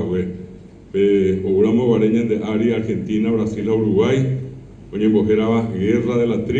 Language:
Guarani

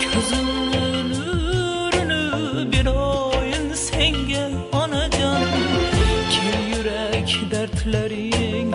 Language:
Uyghur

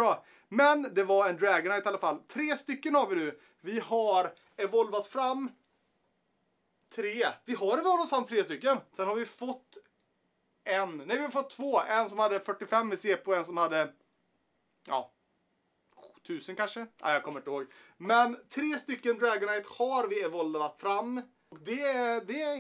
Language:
Swedish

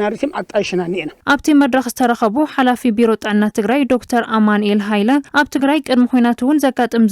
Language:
Tigrinya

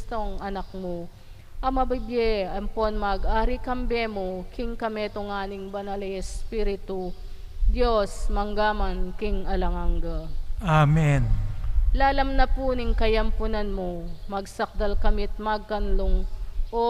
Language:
Pampanga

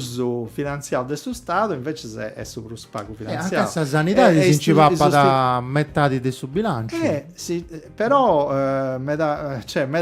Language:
Sardinian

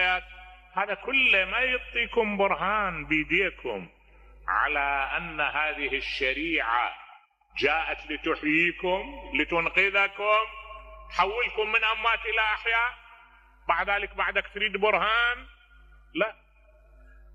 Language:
Mesopotamian Arabic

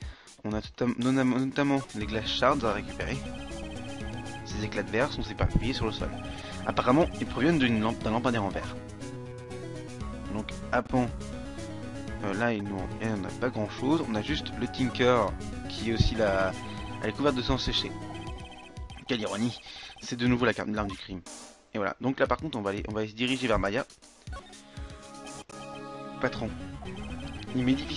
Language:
French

